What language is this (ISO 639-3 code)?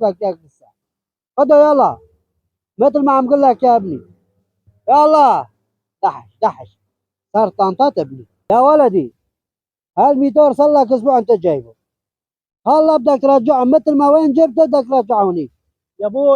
apc